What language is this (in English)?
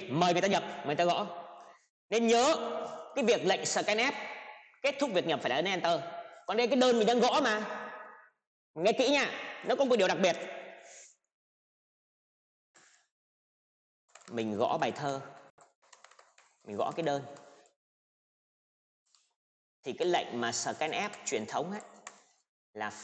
Vietnamese